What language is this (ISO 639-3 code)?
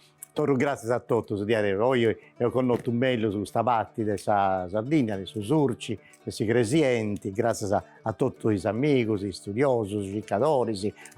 srd